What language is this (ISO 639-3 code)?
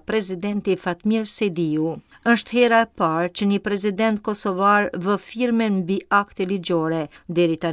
sqi